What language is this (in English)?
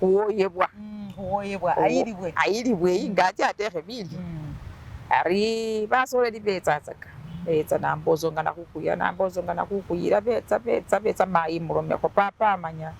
Masaaba